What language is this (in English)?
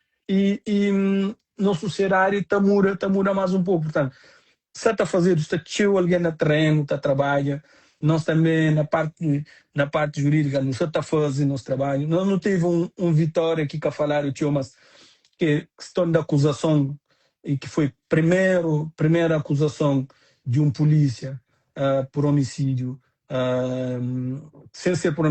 Kabuverdianu